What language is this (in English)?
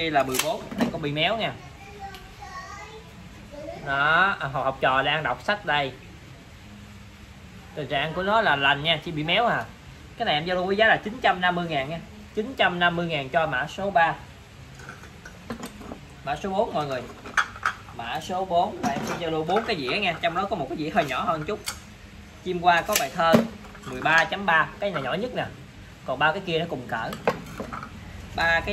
Vietnamese